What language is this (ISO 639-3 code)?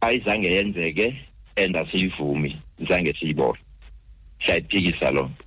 xho